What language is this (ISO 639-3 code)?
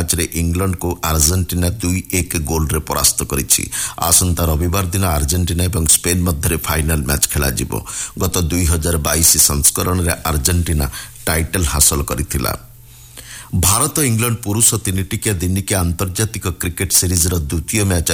ori